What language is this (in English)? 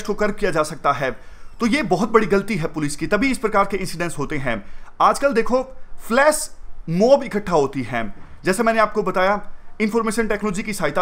Hindi